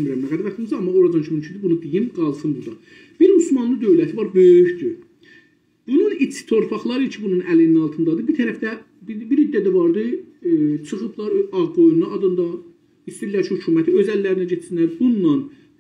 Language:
South Azerbaijani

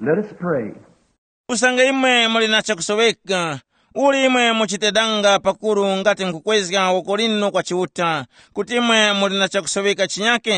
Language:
Tumbuka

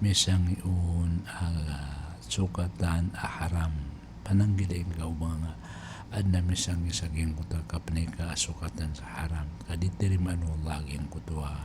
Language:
Maranao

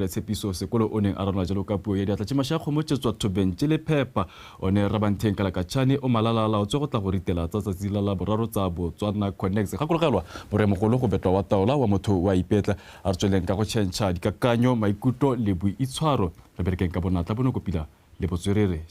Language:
Tswana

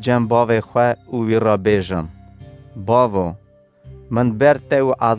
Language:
Kurdish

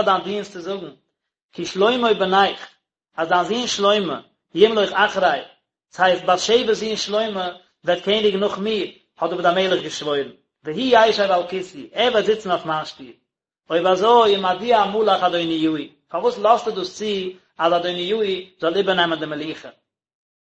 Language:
Yiddish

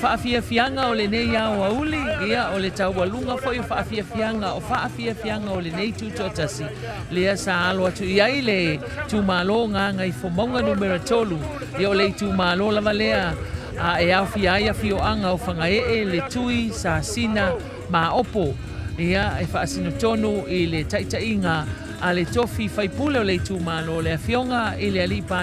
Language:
Samoan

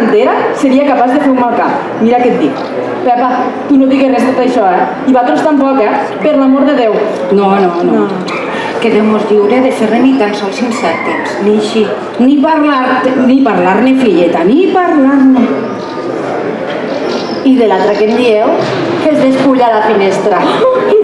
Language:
Catalan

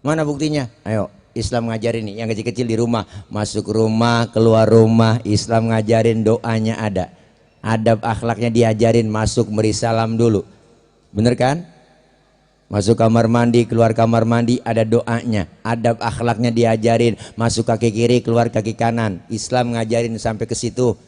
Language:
Betawi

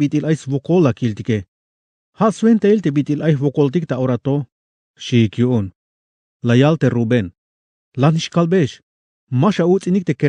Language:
Tzeltal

